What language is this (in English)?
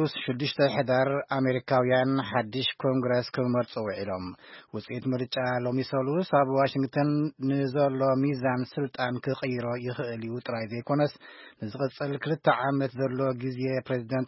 Tigrinya